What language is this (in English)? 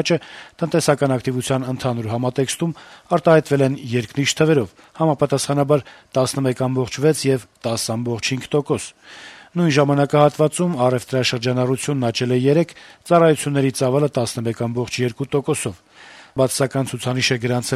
Armenian